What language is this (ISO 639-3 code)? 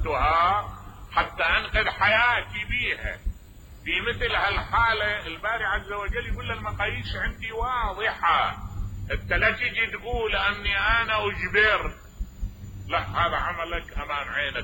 acm